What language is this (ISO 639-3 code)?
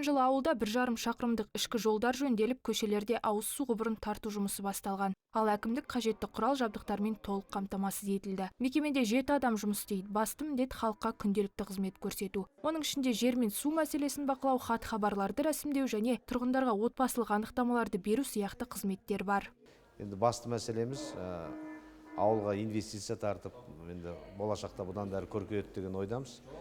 kaz